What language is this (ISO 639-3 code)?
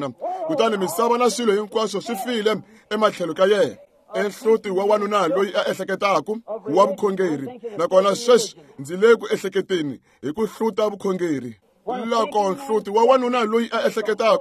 tso